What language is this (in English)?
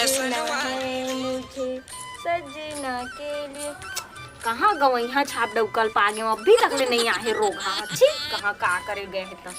Chhattisgarhi